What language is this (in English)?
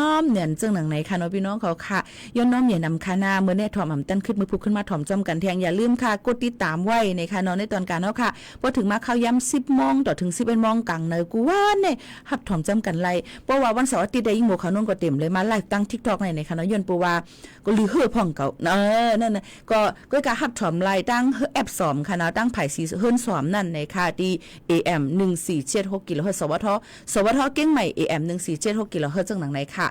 Shan